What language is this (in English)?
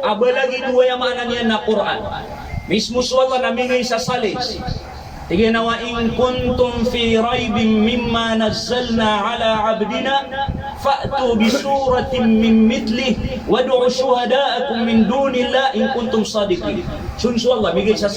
Maranao